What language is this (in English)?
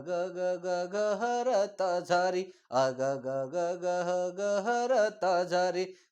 Sadri